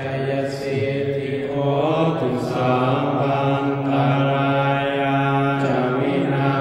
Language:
Pali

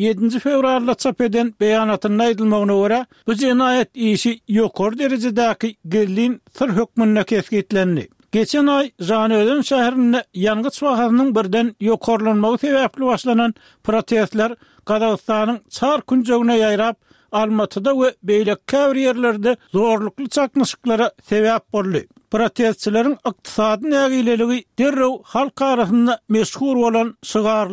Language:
Turkmen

